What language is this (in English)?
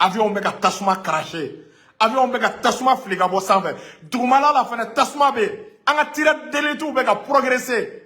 Bambara